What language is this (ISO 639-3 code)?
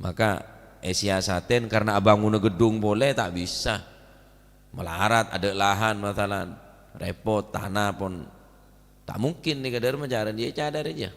mad